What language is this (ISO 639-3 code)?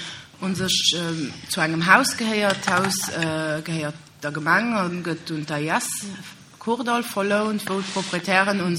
ltz